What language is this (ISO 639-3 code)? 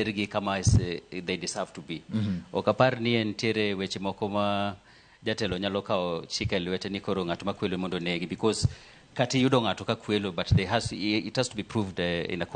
luo